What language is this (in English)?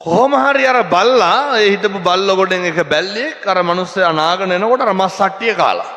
Sinhala